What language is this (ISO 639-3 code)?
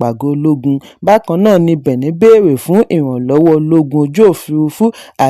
yor